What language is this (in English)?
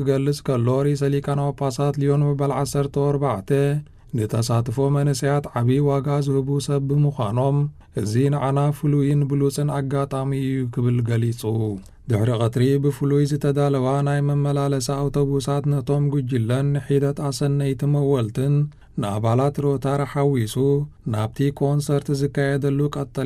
Tigrinya